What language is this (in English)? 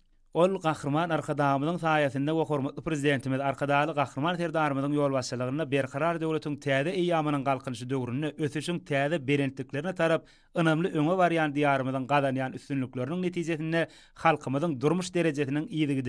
Turkmen